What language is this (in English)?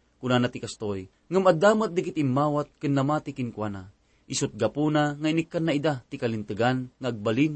Iloko